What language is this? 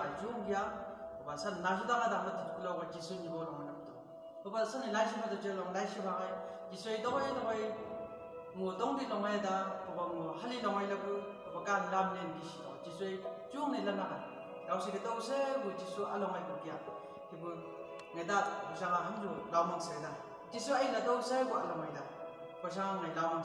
Chang Naga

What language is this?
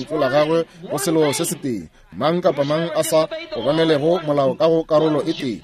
Northern Sotho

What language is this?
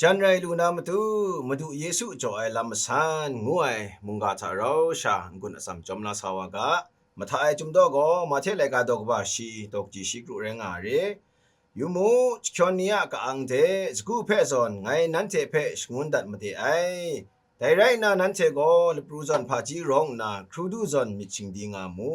Kachin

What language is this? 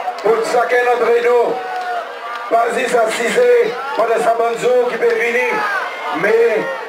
Seselwa Creole French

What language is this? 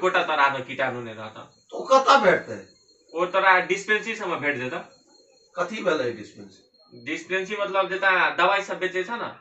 Maithili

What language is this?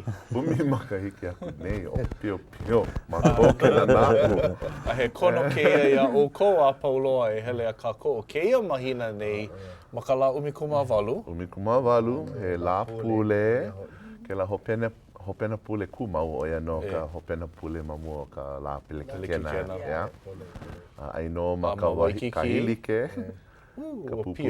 Hawaiian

